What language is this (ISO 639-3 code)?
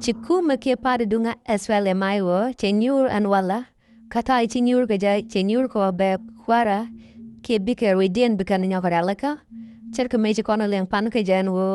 nus